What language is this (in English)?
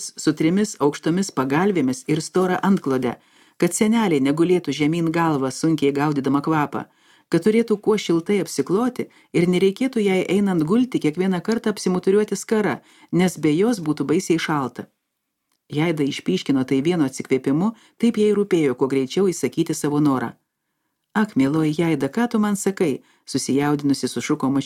Lithuanian